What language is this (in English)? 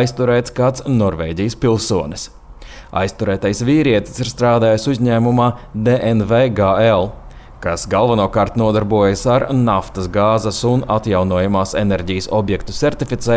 Latvian